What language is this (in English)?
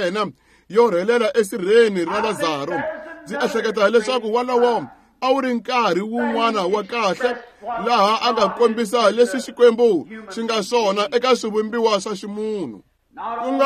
Tsonga